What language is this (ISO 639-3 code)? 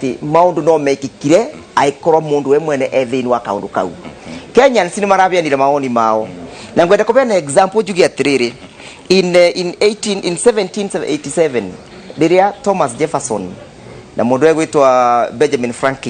kik